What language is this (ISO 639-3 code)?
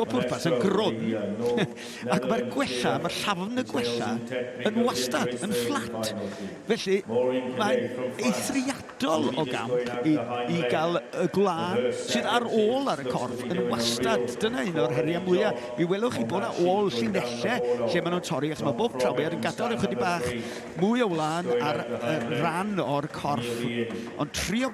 cym